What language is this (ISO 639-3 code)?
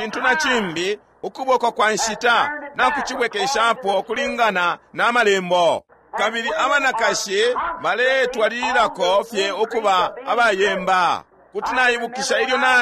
bem